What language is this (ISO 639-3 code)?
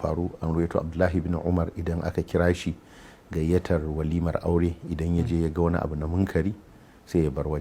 hau